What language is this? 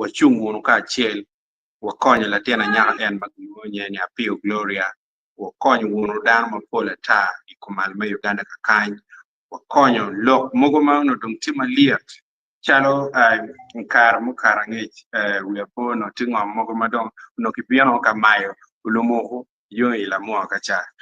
Acoli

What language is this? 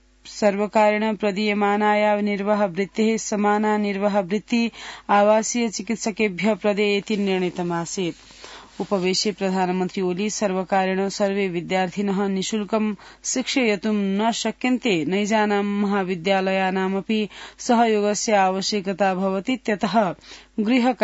Sanskrit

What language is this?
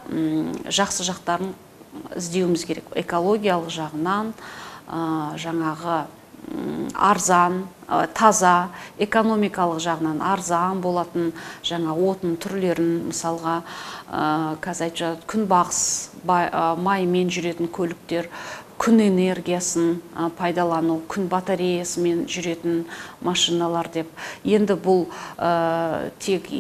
Kazakh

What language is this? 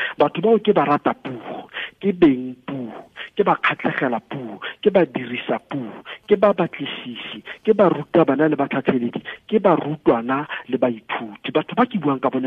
Tswana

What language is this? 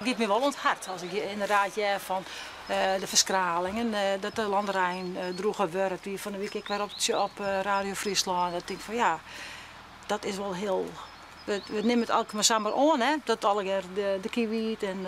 Western Frisian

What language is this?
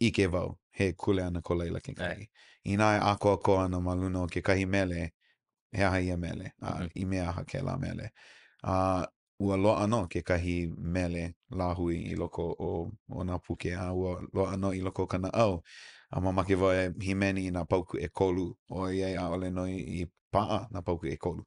Hawaiian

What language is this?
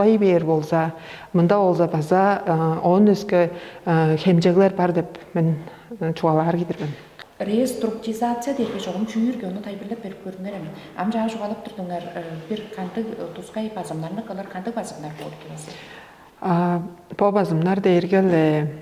Tuvinian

